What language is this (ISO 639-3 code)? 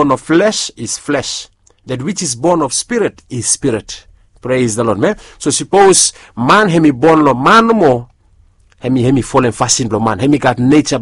bis